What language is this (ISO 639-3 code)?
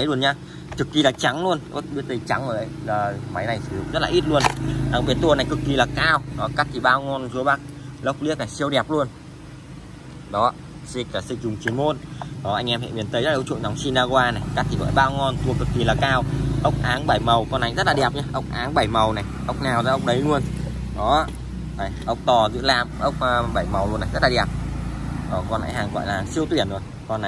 vie